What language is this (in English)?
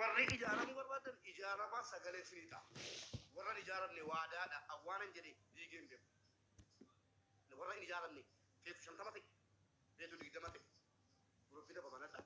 Oromo